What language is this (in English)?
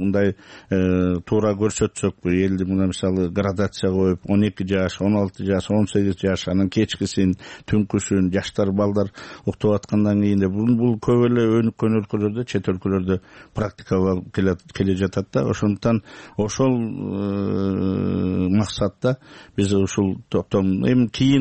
Kyrgyz